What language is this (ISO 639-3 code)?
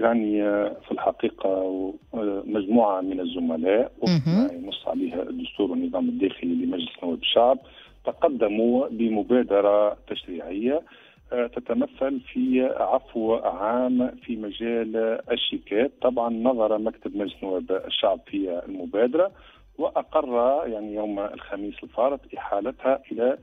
aeb